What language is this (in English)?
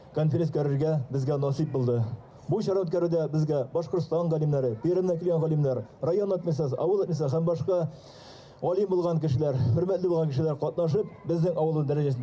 Bashkir